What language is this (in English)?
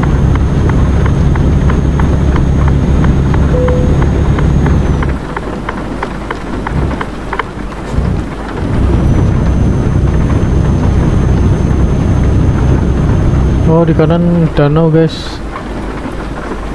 Indonesian